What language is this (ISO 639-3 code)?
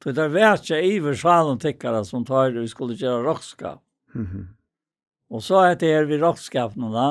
fao